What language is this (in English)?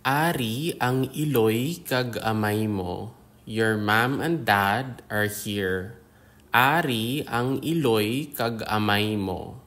Hiligaynon